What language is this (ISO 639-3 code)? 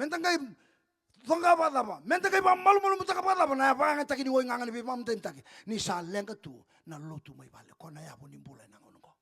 fij